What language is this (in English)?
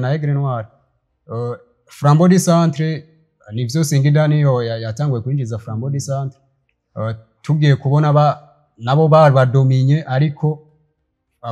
Rundi